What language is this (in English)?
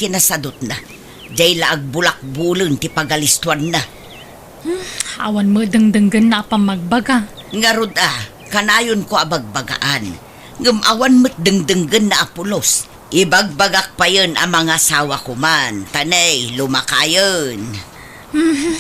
Iloko